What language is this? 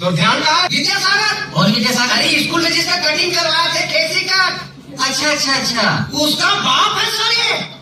Chhattisgarhi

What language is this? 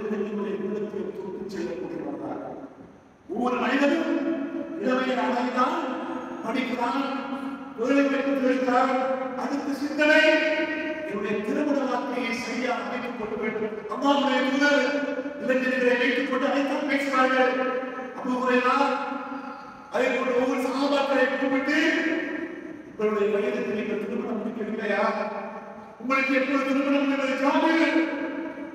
Tamil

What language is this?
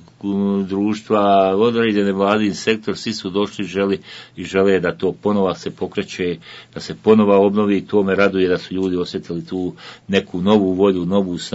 Bosnian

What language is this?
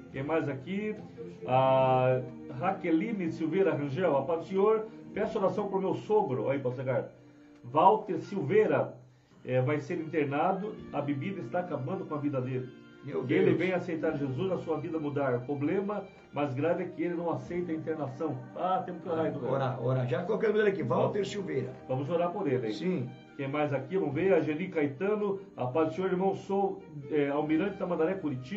Portuguese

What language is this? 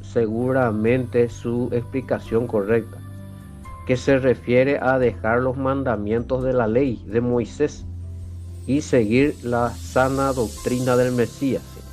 Guarani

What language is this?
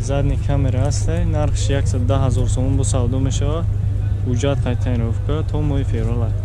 Tajik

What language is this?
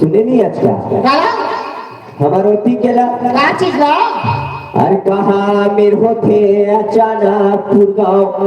Chhattisgarhi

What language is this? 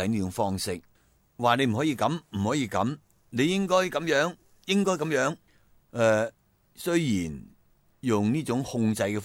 Cantonese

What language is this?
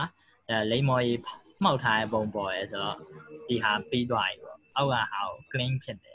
Burmese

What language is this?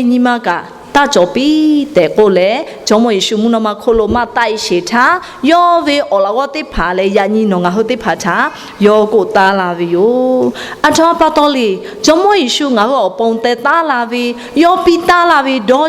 Lahu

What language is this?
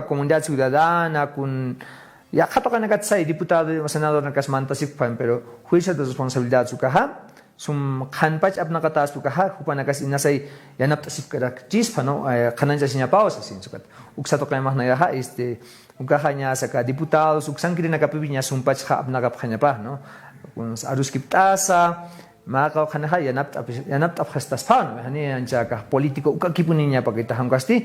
Aymara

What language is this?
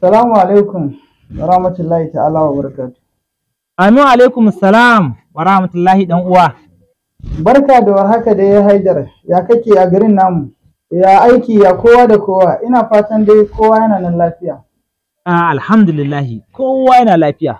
Hausa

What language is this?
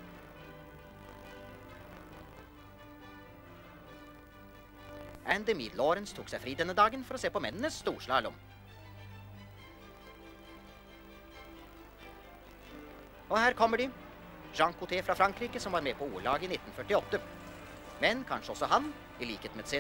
Norwegian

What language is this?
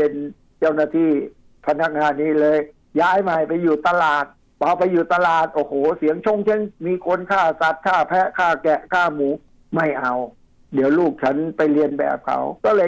Thai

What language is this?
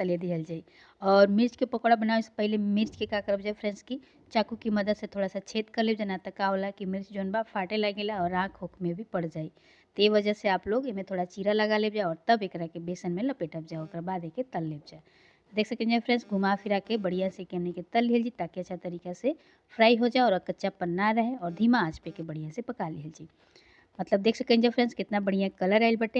Bhojpuri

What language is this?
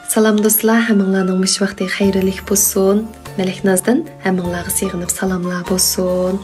Uyghur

